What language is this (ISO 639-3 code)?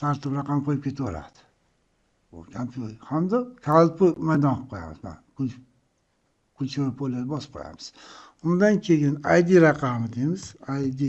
uzb